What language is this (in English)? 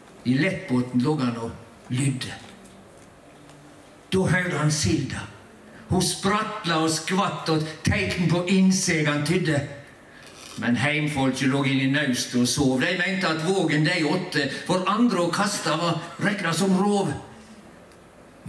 Norwegian